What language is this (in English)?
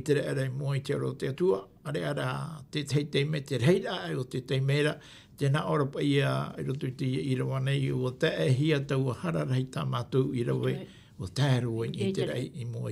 Tahitian